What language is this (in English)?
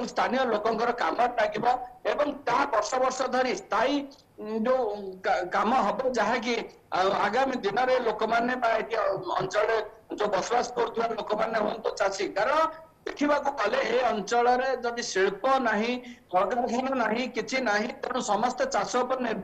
Odia